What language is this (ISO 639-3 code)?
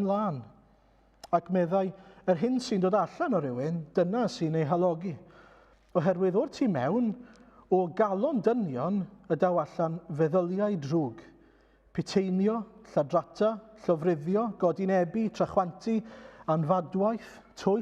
cym